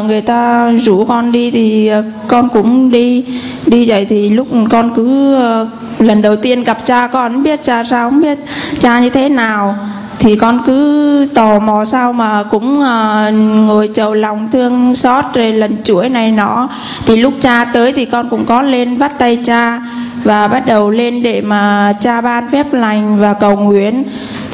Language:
Vietnamese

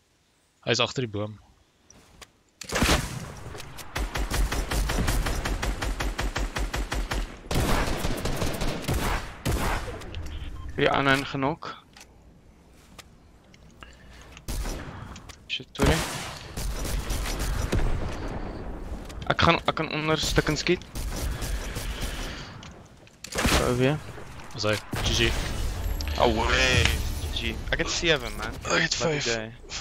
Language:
Afrikaans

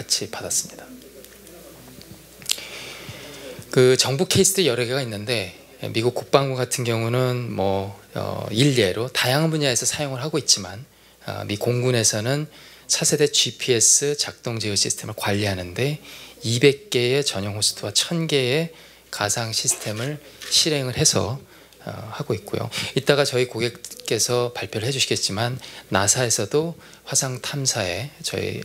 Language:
Korean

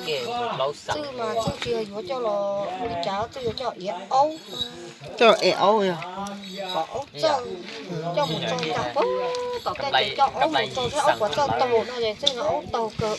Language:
Hmong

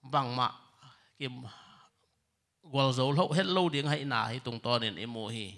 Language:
Tedim Chin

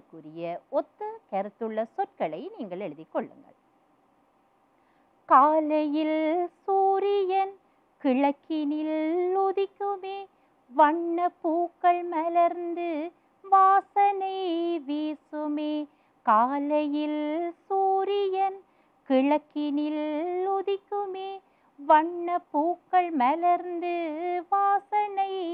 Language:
Tamil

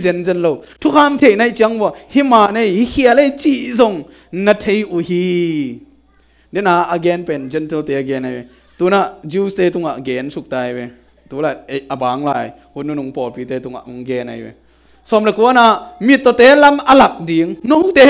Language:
Tedim Chin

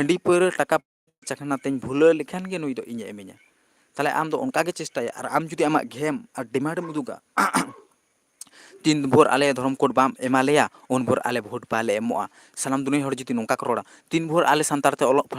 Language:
Santali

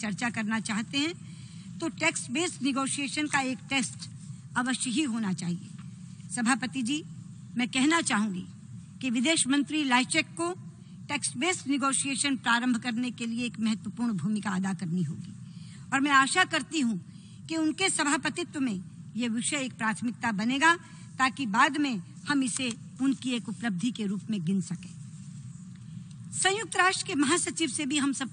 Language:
Hindi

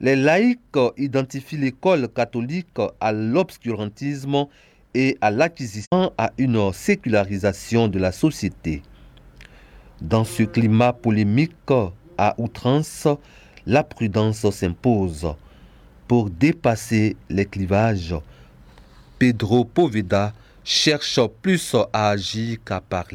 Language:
French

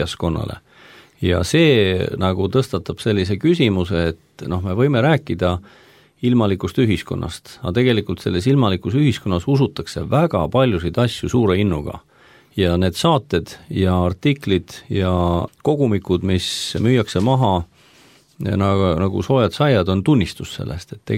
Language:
Estonian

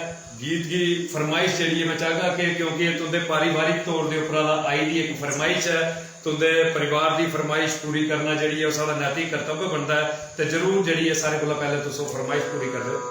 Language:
Dogri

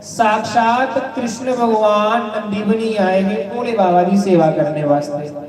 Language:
Dogri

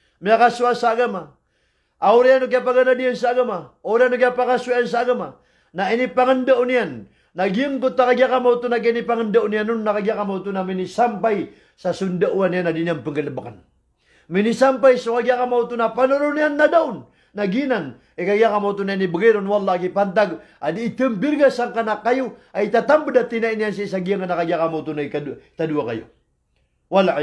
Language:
Maranao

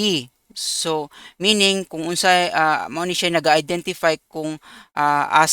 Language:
Cebuano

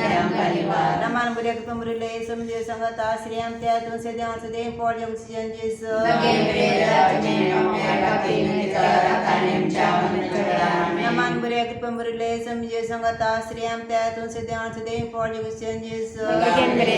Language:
Konkani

